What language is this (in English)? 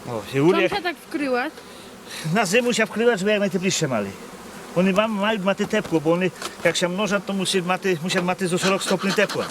Rusyn